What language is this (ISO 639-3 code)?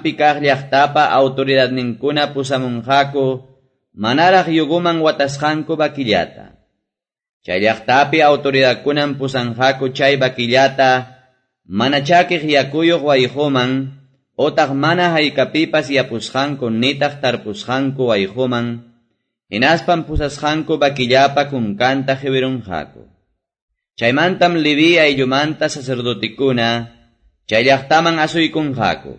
que